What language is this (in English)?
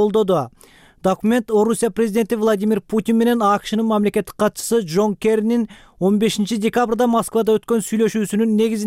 Kyrgyz